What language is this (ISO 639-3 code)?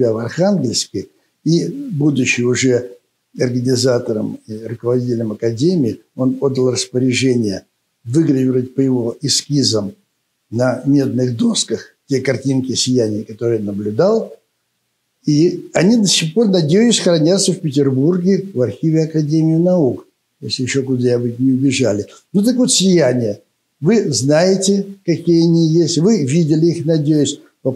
rus